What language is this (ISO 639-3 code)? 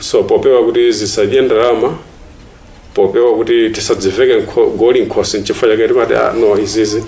nya